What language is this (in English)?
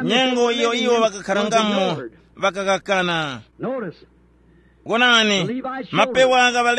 Tumbuka